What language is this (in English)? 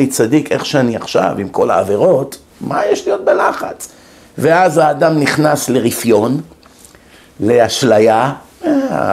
Hebrew